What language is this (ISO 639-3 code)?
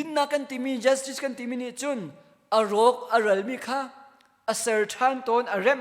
cnh